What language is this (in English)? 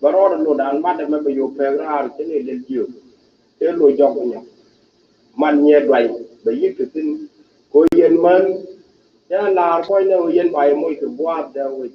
Nuer